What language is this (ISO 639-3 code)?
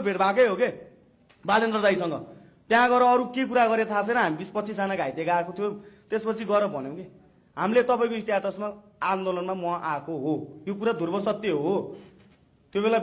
nep